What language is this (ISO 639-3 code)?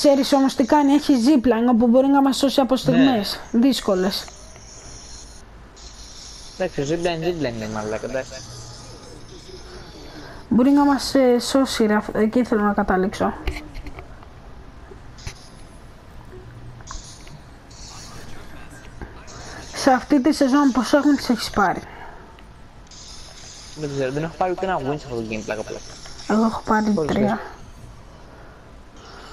ell